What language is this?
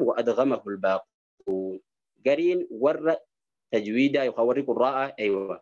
Oromo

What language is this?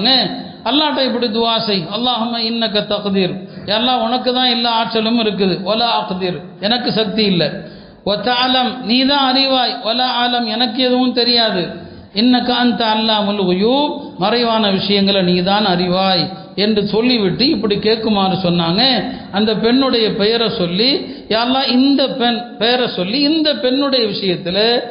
Tamil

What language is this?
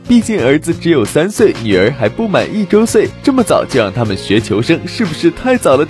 Chinese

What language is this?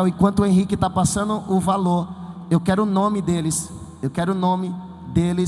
Portuguese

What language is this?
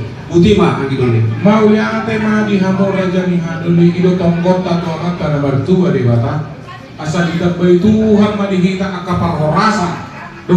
Batak Toba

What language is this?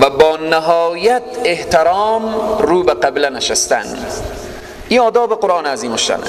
Persian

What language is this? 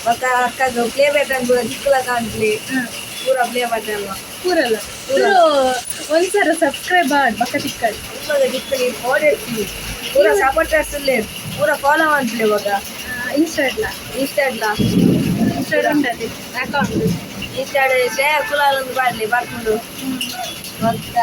Tulu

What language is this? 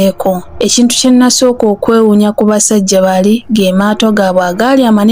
Ganda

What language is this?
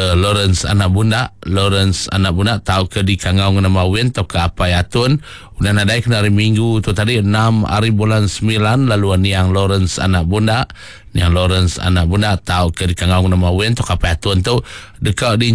Iban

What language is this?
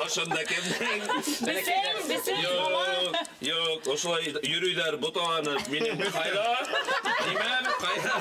Bashkir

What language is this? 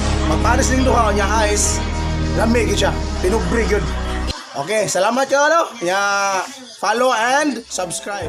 Cebuano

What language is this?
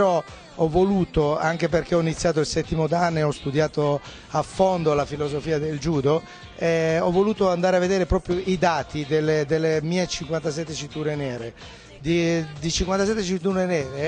Italian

